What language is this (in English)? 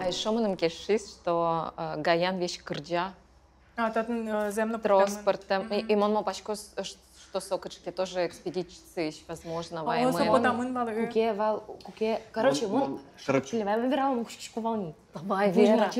Udmurt